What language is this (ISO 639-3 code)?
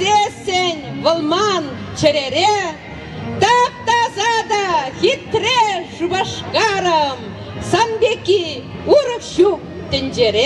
chv